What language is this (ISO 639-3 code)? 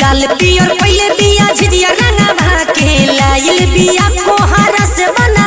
bho